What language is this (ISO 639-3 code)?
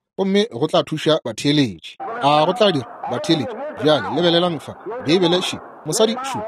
nso